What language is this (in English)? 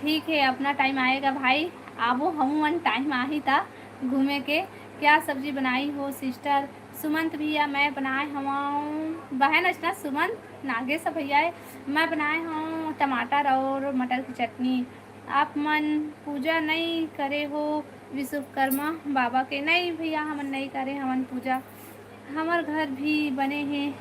Chhattisgarhi